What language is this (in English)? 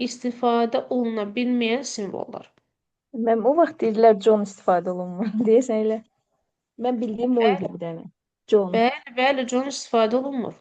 Azerbaijani